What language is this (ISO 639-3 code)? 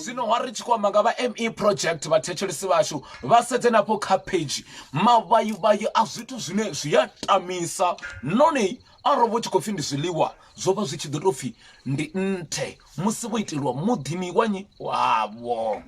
ven